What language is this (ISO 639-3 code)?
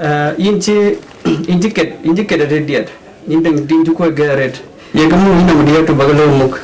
din